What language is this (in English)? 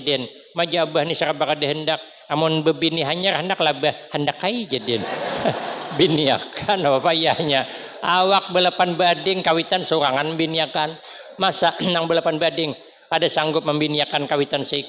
Banjar